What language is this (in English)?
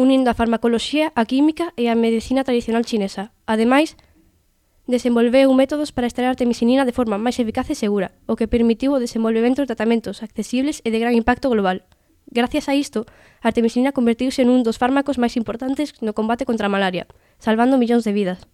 Galician